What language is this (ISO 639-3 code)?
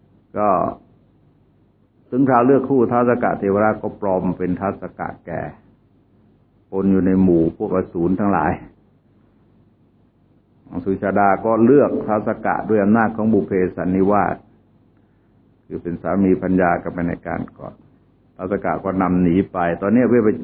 tha